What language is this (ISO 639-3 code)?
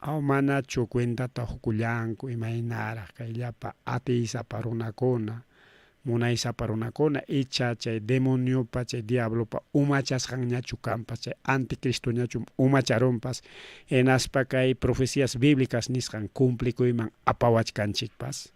quy